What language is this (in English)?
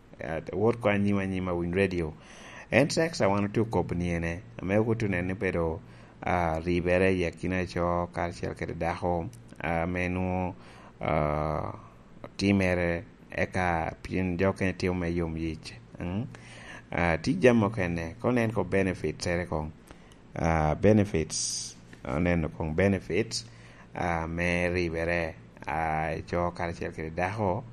Lango (Uganda)